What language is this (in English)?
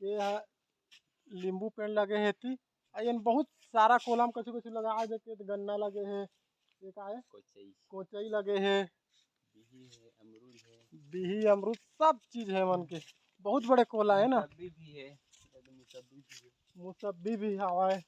Chhattisgarhi